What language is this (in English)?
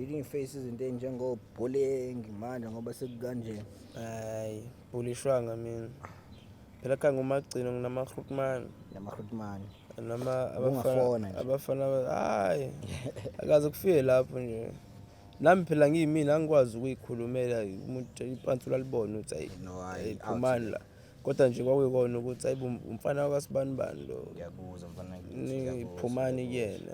Zulu